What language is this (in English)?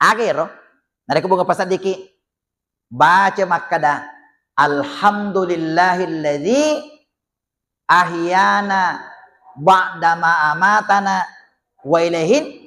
Buginese